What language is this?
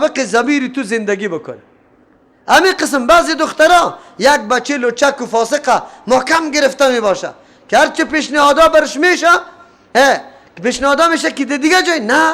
Persian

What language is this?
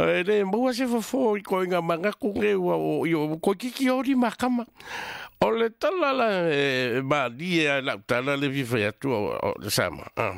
Samoan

